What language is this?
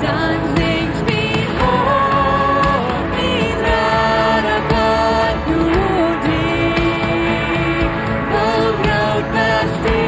Plautdietsch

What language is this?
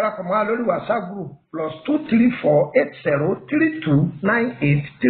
Yoruba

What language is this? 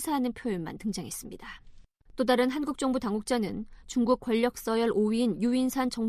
Korean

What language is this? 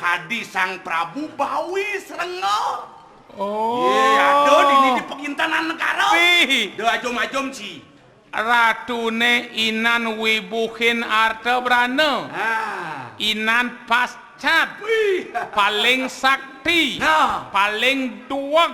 Balinese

